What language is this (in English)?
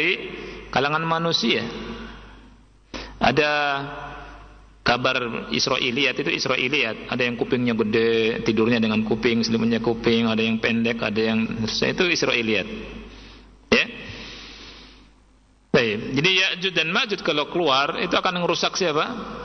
Indonesian